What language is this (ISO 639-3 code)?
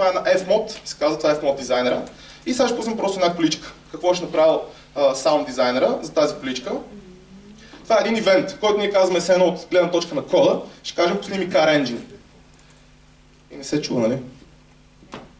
bul